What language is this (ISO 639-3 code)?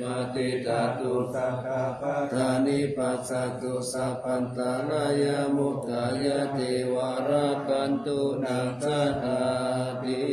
pli